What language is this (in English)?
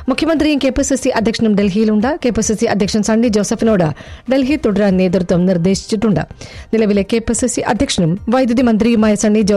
Malayalam